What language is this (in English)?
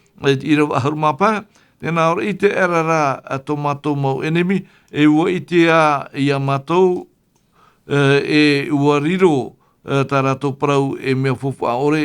Tahitian